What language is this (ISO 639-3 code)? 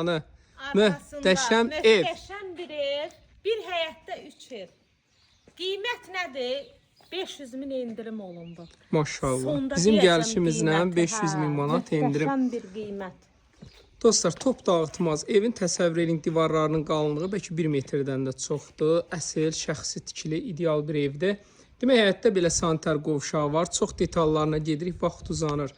aze